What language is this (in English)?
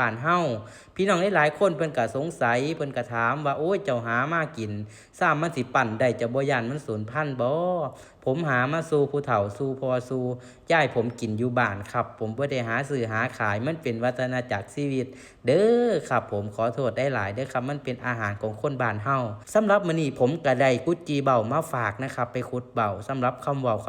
Northeastern Thai